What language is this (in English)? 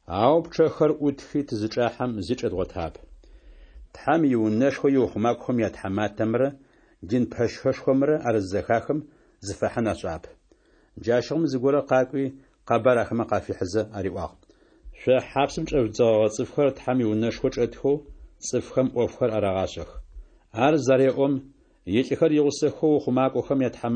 Adyghe